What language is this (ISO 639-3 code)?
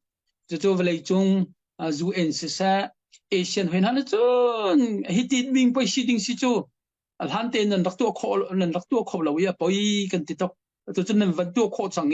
cnh